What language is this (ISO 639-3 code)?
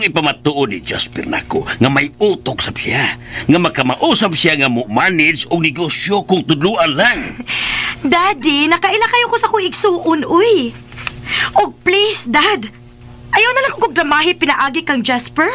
ceb